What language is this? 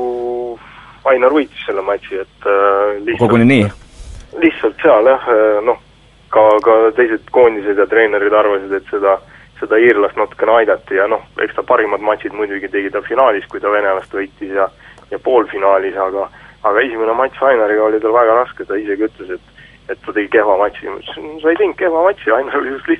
Estonian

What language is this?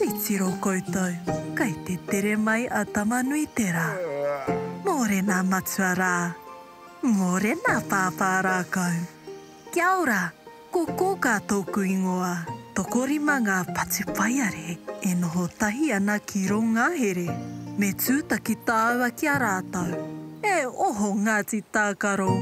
Māori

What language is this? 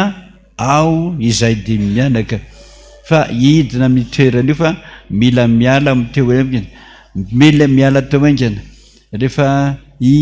Malagasy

